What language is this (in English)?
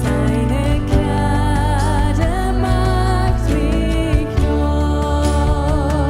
Swiss German